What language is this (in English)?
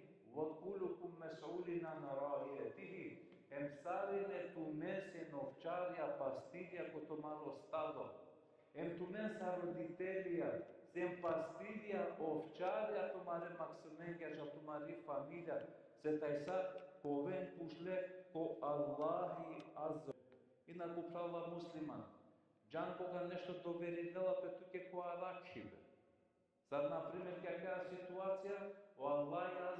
Balkan Romani